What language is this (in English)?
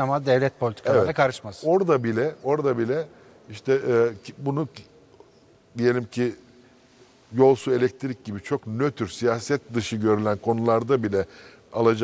Turkish